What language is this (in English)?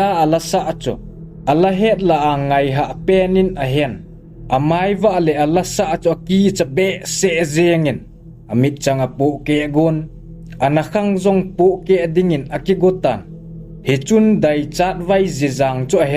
Thado Chin